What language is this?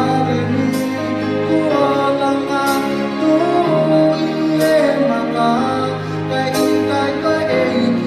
Tongan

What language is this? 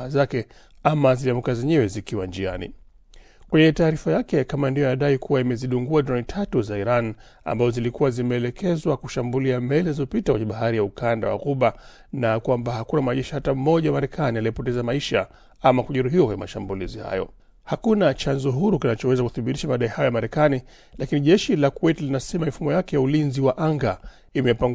Swahili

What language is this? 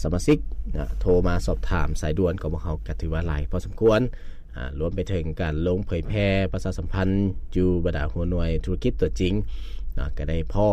Lao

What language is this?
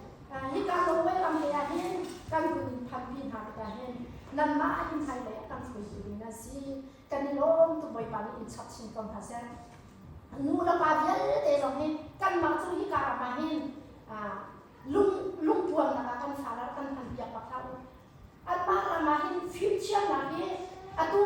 Hakha Chin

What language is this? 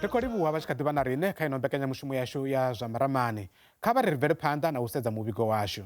Venda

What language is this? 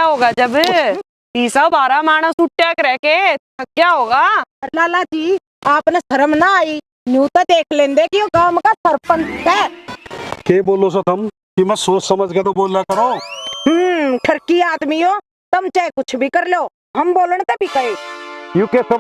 Haryanvi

